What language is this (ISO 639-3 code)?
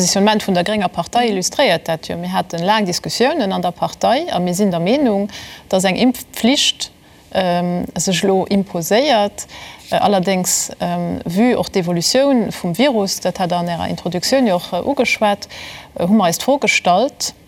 ltz